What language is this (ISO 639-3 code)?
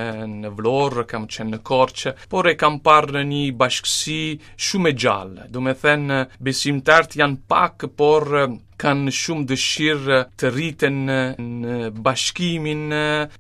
sqi